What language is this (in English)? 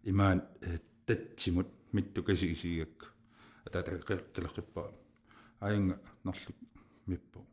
Kalaallisut